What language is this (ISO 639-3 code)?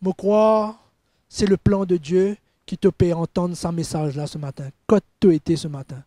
mfe